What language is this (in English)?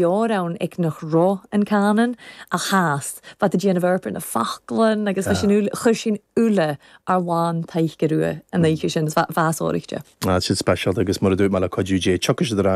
Irish